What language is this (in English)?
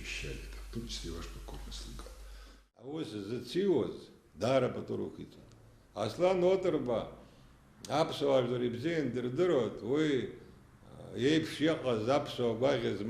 Abkhazian